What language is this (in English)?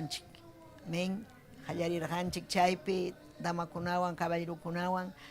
Ayacucho Quechua